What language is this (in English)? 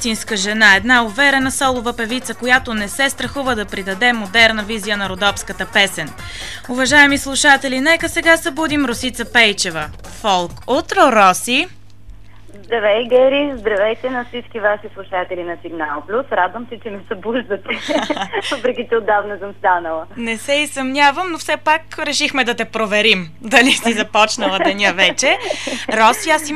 Bulgarian